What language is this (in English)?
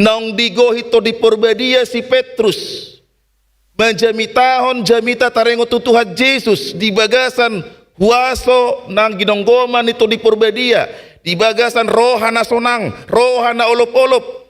Batak Toba